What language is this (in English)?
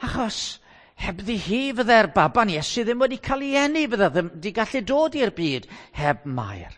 Welsh